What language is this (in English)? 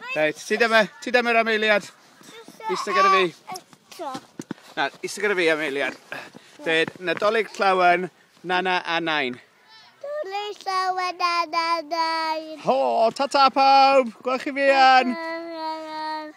Welsh